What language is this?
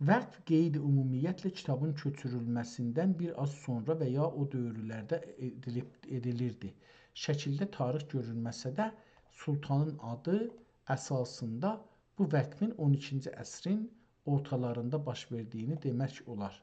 South Azerbaijani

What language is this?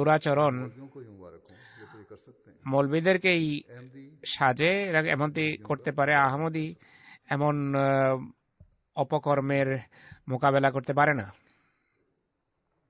Bangla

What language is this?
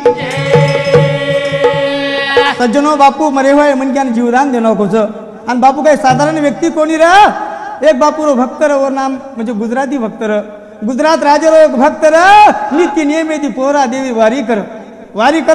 Lambadi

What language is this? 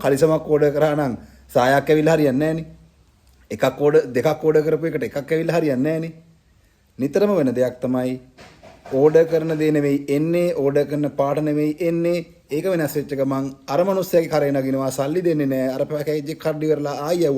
Sinhala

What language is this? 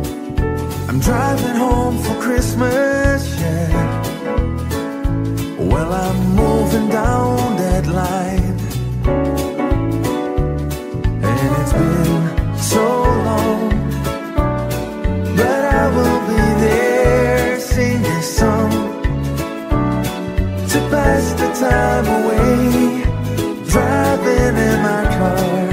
English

